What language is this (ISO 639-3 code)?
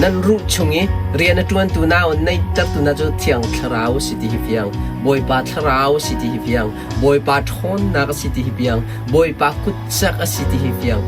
cnh